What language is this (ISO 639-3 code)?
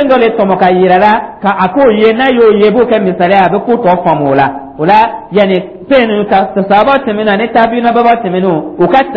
dyu